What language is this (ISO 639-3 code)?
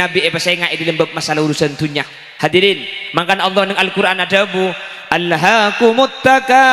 mad